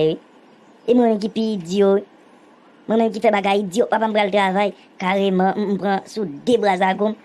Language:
Haitian Creole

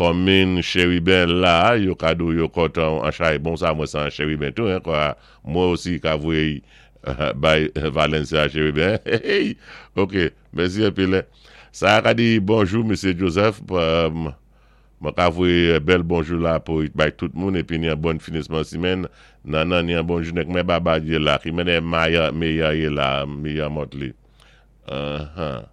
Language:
Saint Lucian Creole French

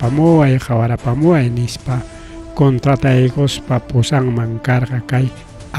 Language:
Ayacucho Quechua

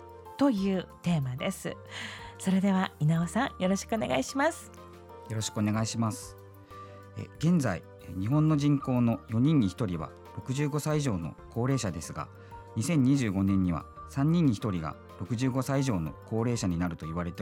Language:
Japanese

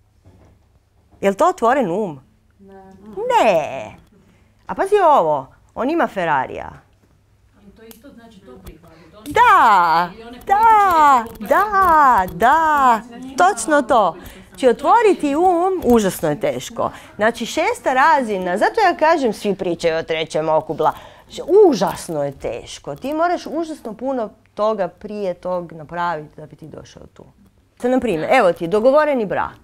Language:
Croatian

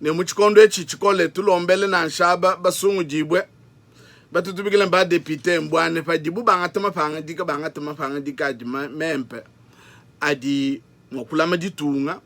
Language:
Luba-Lulua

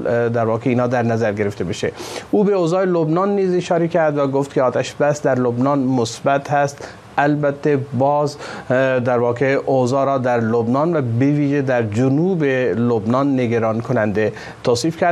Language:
Persian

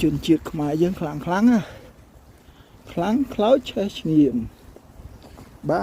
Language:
Khmer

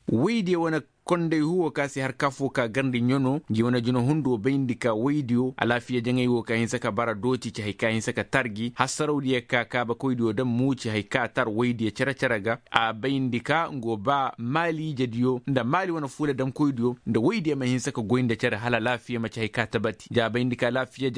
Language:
Koyraboro Senni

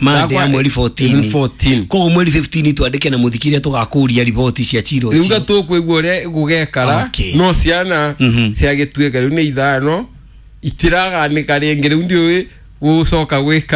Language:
Kikuyu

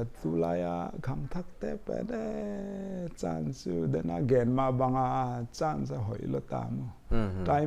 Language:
Paite Chin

